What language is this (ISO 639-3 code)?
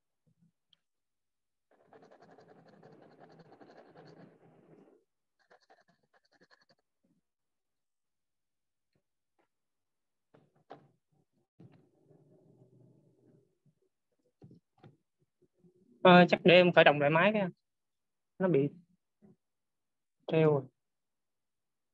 vie